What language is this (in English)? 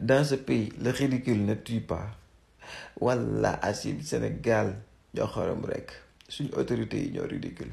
Wolof